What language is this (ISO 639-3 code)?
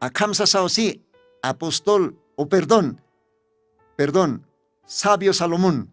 aym